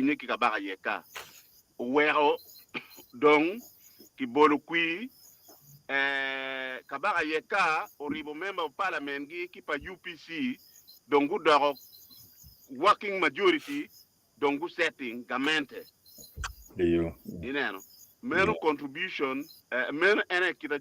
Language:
Acoli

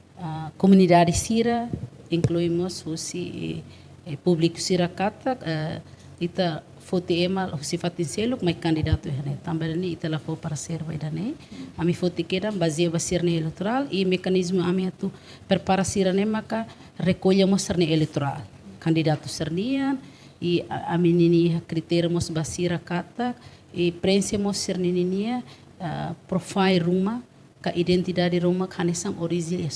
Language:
Tetum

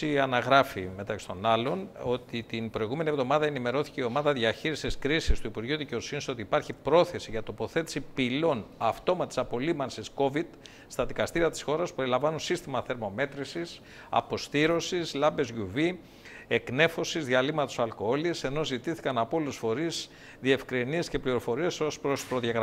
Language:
Greek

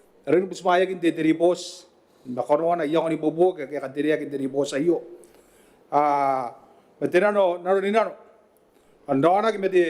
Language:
Gilbertese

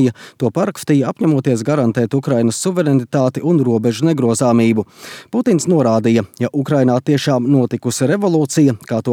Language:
Latvian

